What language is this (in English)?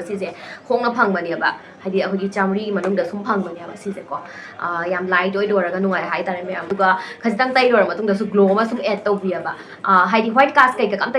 Manipuri